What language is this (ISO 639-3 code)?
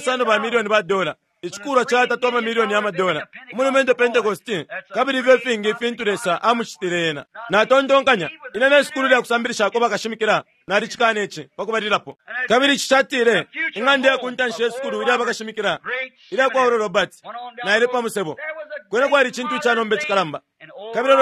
bem